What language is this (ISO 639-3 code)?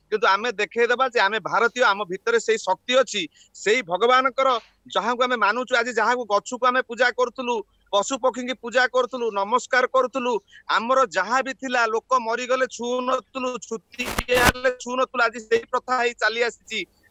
ori